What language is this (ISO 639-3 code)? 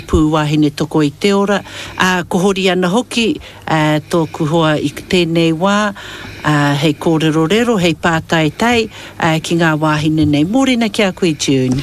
mri